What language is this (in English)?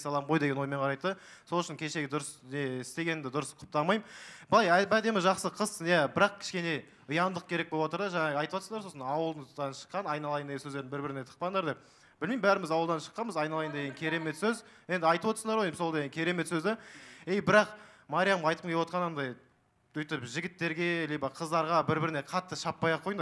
Kazakh